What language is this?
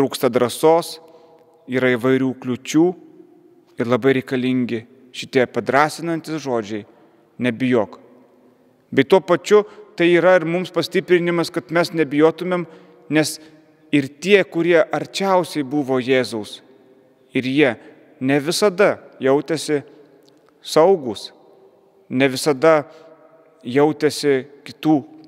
Lithuanian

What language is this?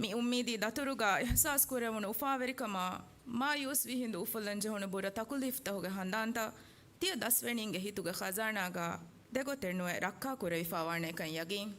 Divehi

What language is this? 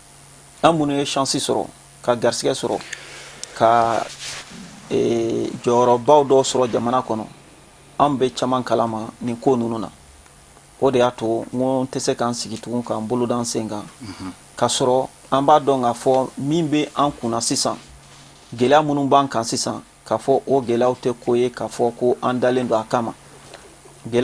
Bambara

